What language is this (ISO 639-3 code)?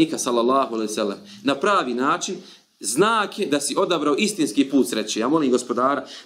bos